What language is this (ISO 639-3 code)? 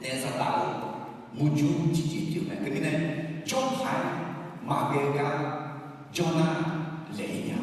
ahk